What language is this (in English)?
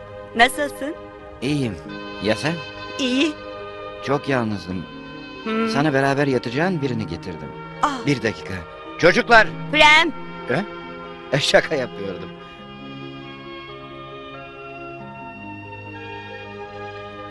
Turkish